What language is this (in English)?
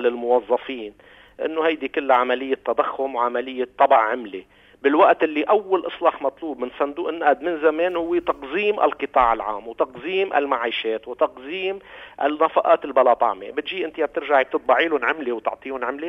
North Levantine Arabic